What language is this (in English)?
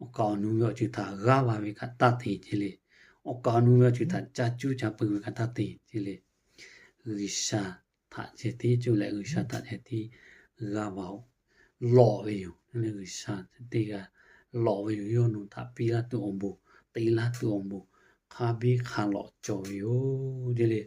Lahu